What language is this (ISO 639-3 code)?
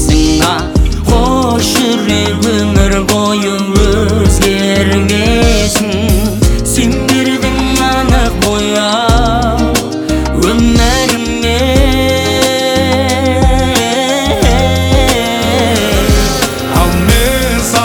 kaz